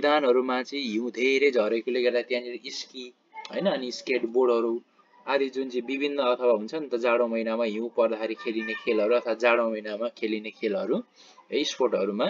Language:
Nepali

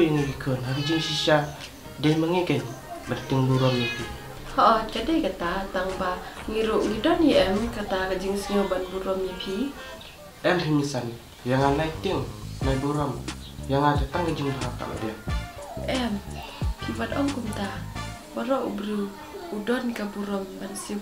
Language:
Khasi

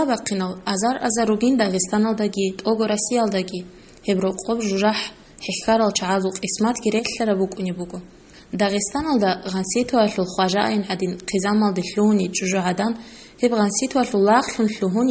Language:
Avaric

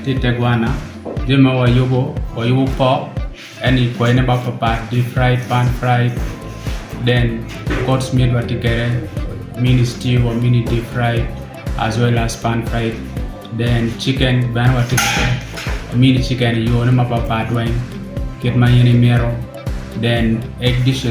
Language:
Acoli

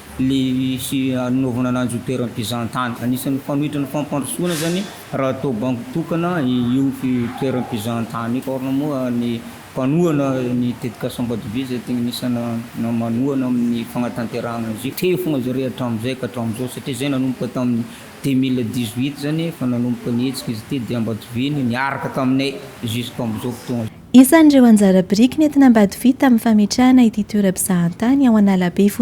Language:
Malagasy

